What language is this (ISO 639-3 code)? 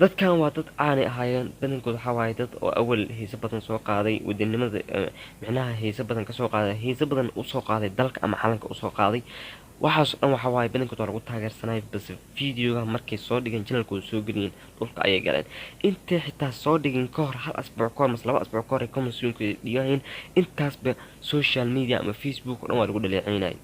som